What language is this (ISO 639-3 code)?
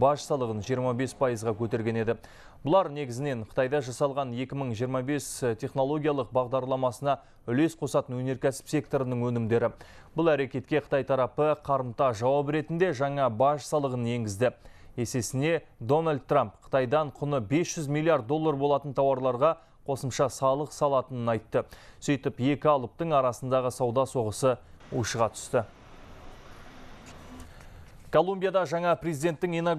kaz